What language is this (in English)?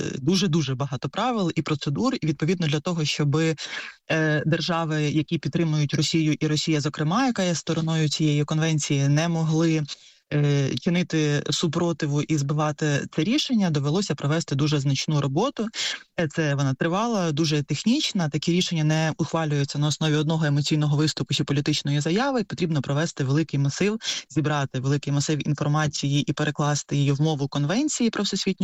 Ukrainian